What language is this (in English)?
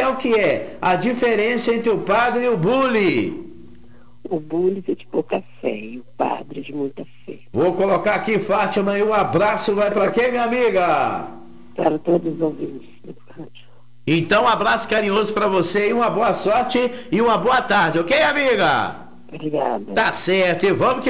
Portuguese